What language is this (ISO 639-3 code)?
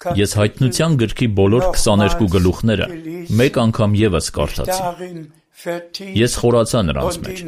hye